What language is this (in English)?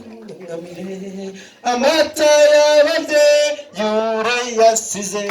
Kinyarwanda